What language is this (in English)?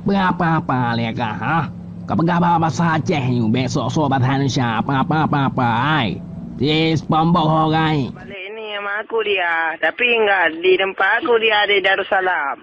Achinese